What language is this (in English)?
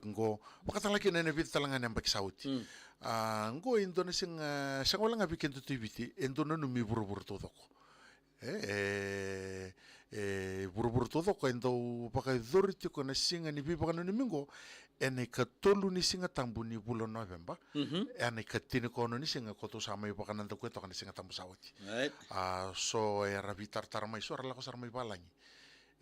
Fijian